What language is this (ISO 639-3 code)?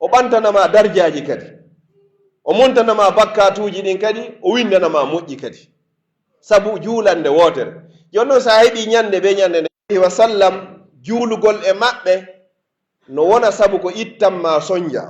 fuf